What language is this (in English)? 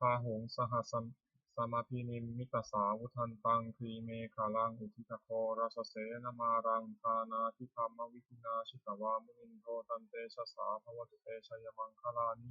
Pali